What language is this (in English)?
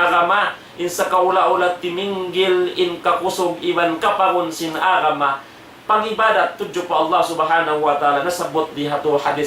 Tausug